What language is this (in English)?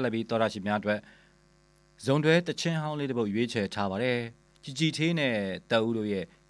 Burmese